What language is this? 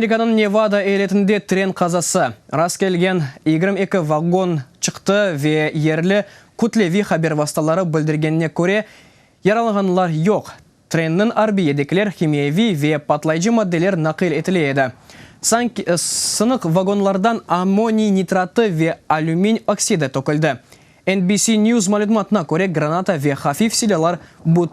Crimean Tatar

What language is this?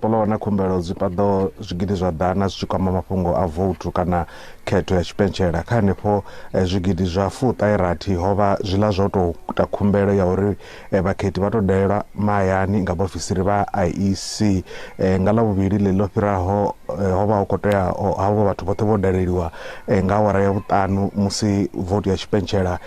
Venda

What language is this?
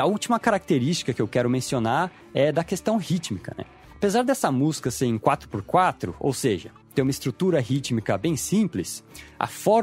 Portuguese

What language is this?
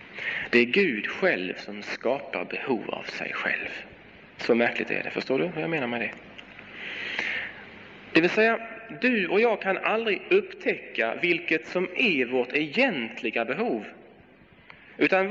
Swedish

